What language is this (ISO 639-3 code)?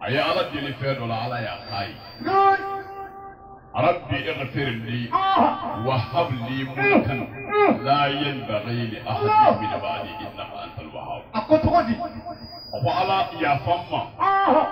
bam